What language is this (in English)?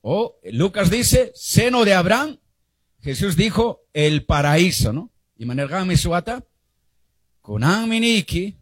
Quechua